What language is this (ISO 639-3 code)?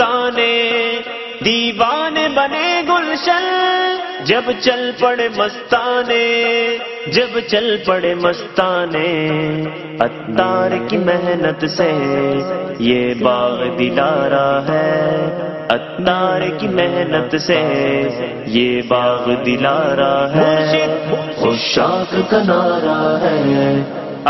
urd